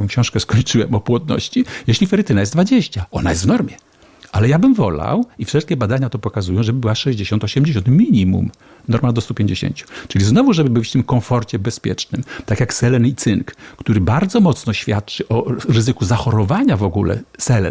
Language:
Polish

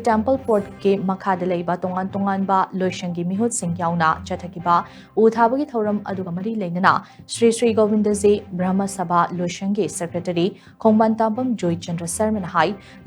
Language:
Manipuri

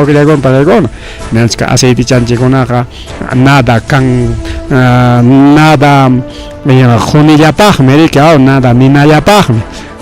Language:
Ayacucho Quechua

